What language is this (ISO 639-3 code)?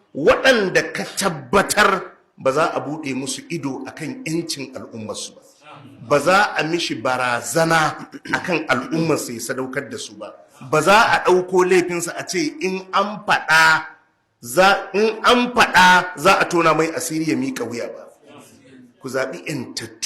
hau